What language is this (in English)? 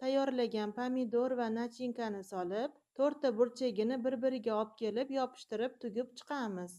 Uzbek